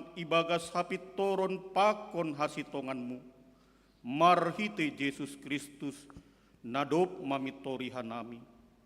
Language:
Batak Simalungun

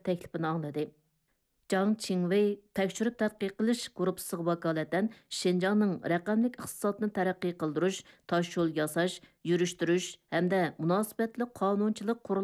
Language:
Uyghur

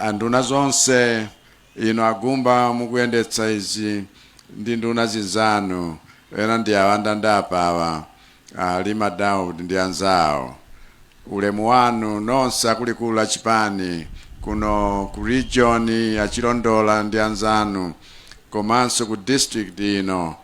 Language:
Nyanja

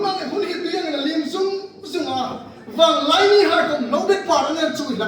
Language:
Hmar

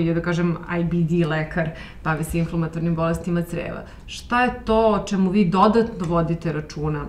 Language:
Serbian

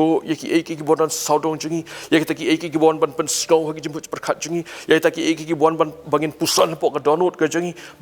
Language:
Khasi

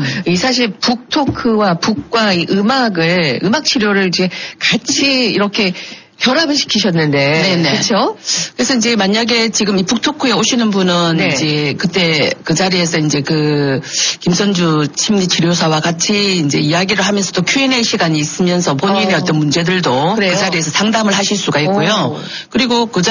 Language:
Korean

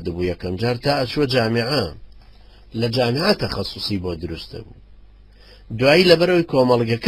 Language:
Central Kurdish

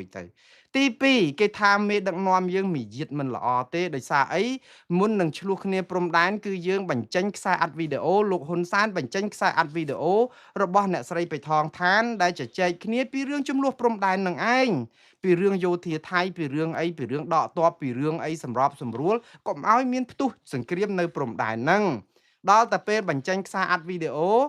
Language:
Khmer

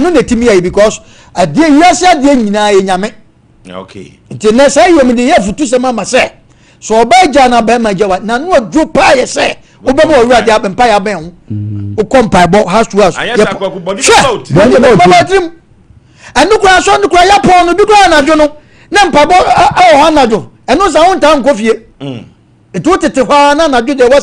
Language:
Akan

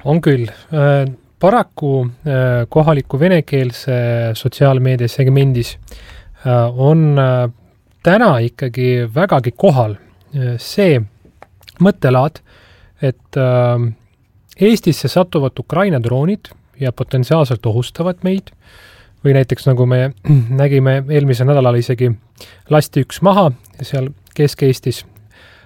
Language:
Estonian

